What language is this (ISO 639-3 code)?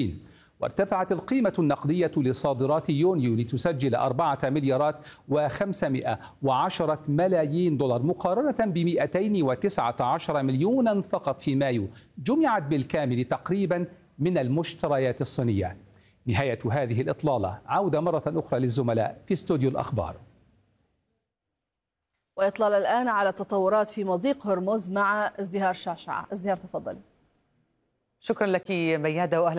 ara